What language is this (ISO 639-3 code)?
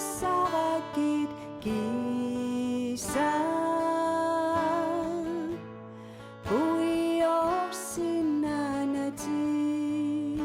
kal